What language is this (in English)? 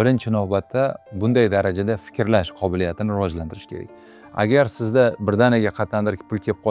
Uzbek